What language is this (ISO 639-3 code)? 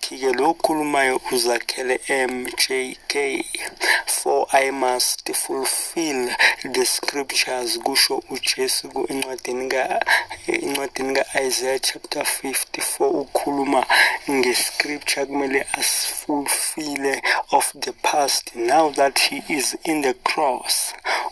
zul